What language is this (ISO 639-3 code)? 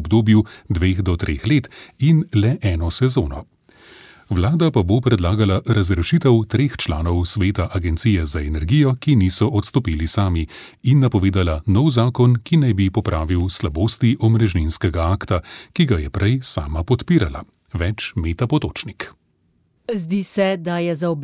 slv